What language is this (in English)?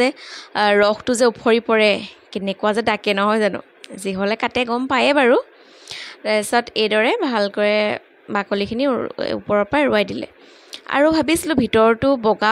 Assamese